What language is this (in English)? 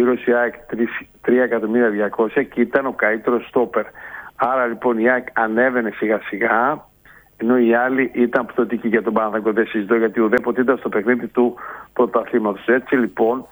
Greek